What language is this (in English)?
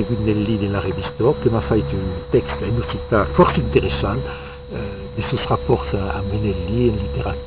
Occitan